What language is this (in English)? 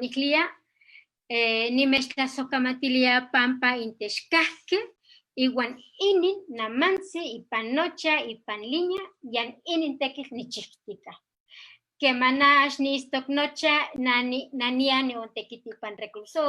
Eastern Huasteca Nahuatl